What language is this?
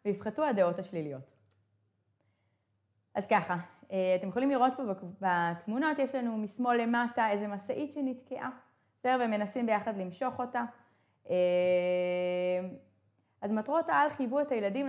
Hebrew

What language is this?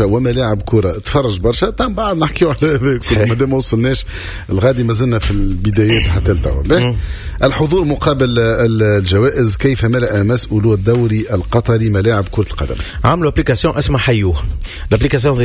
Tunisian Arabic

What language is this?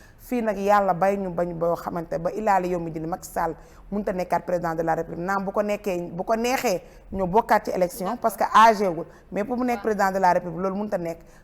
Wolof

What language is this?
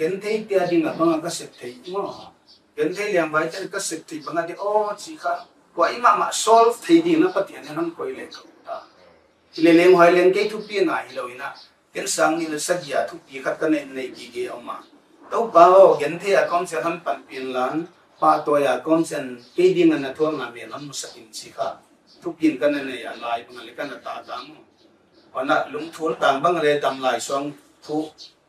Paite Chin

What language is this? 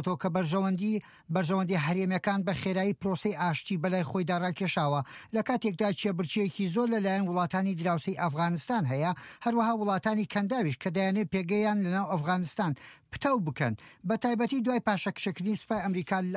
Central Kurdish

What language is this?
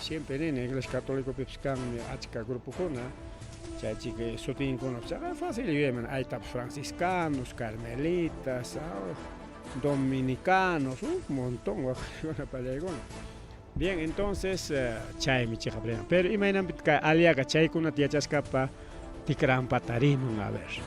Ayacucho Quechua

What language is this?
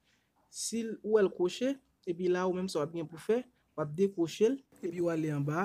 Haitian Creole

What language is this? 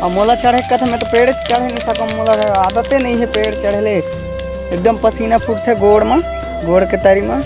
Chhattisgarhi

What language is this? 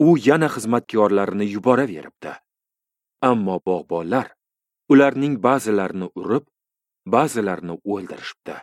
Uzbek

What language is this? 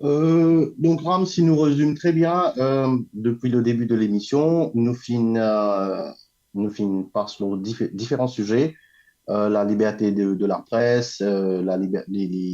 Morisyen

